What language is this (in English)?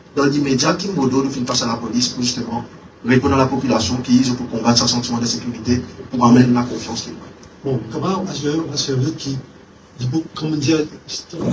Morisyen